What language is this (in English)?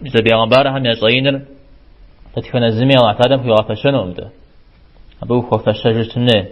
Kabardian